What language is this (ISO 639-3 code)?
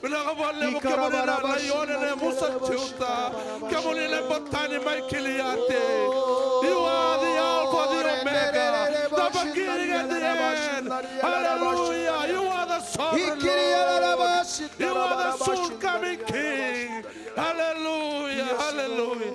fij